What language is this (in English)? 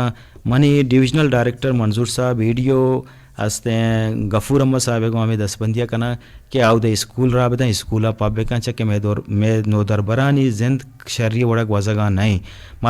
Eastern Balochi